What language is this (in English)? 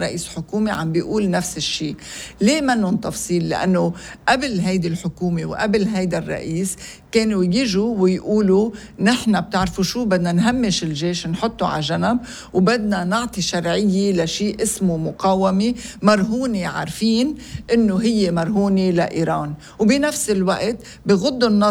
North Levantine Arabic